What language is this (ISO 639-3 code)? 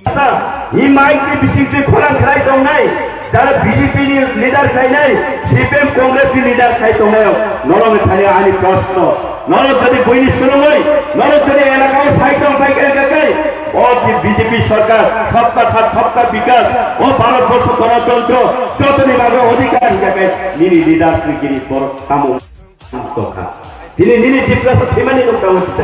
trp